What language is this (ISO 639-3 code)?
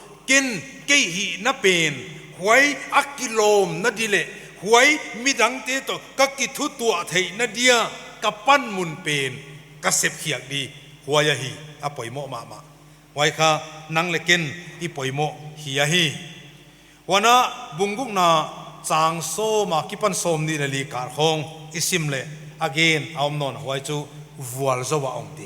pck